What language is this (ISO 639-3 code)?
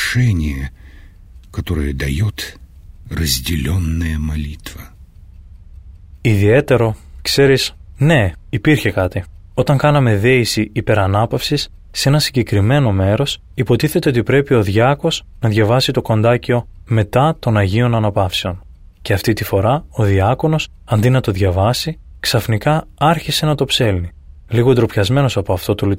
ell